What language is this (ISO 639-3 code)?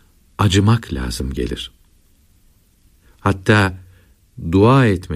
tur